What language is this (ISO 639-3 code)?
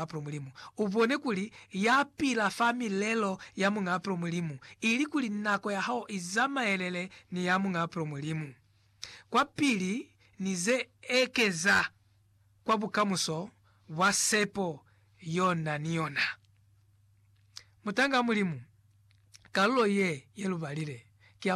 loz